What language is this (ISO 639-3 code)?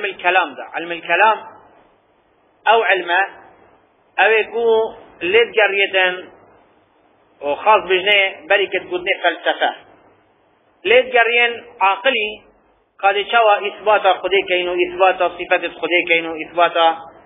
kur